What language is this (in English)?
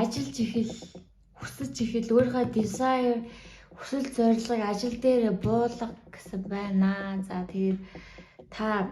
Mongolian